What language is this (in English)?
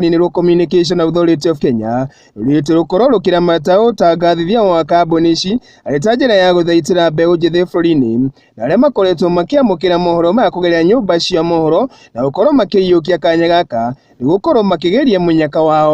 Kikuyu